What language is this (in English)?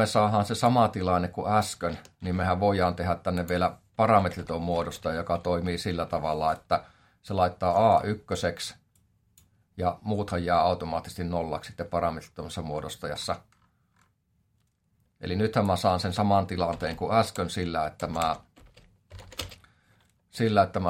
Finnish